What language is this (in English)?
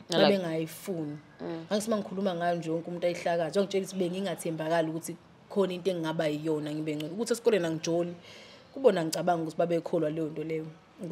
Zulu